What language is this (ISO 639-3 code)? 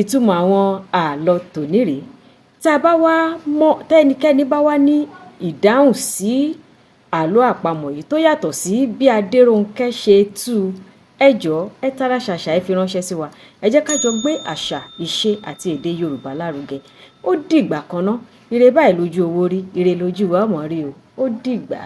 yor